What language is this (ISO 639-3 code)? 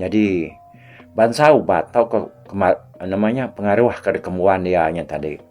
iba